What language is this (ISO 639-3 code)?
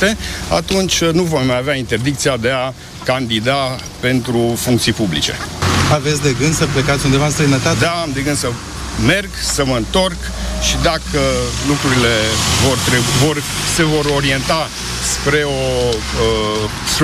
ron